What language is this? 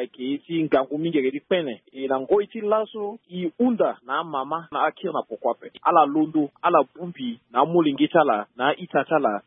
Sango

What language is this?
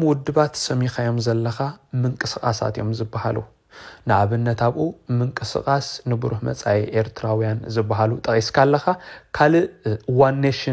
Tigrinya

